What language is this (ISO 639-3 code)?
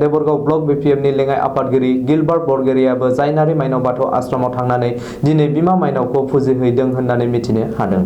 brx